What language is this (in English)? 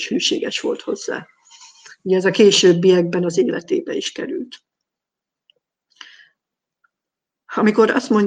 Hungarian